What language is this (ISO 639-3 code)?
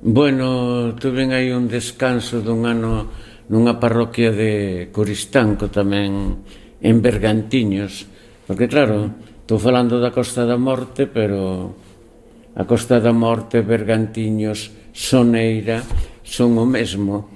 glg